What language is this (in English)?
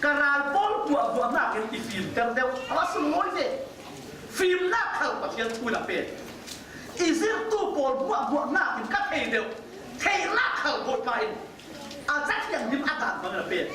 Falam Chin